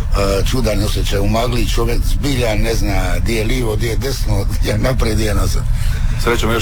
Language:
Croatian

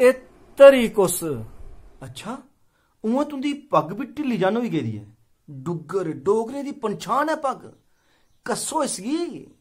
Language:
Dogri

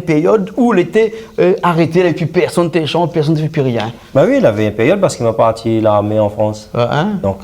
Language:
Réunion Creole French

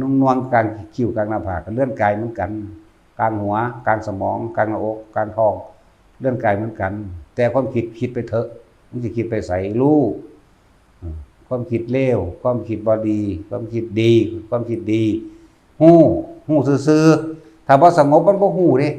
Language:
Northeastern Thai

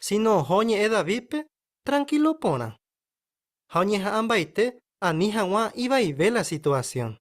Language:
Guarani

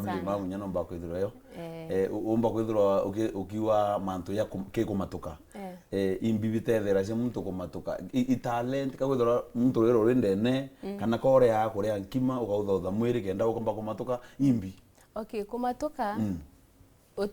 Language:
Meru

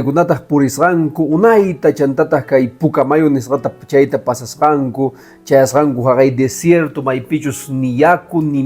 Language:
Quechua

